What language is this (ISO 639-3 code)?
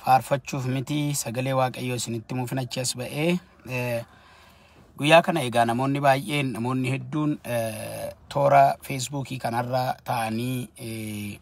orm